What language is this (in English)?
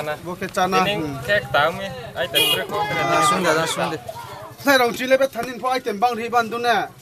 Riang (India)